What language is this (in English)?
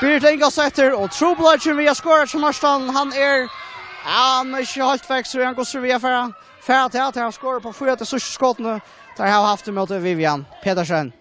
Faroese